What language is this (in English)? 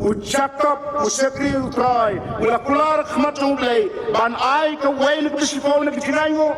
Khasi